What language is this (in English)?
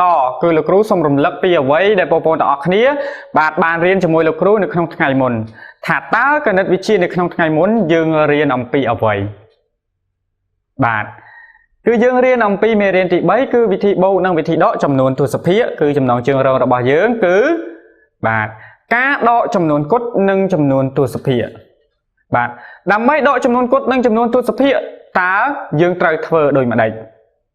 Khmer